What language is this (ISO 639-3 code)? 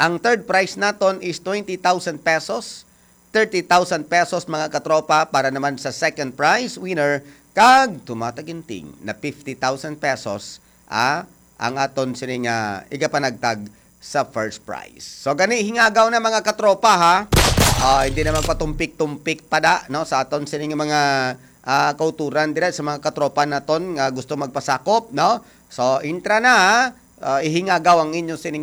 hil